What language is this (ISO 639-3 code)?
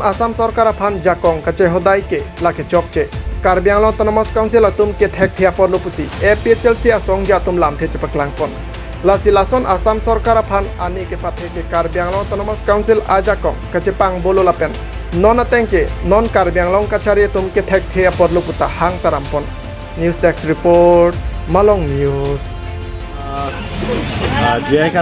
mjw